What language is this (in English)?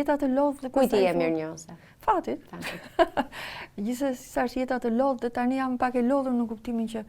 Albanian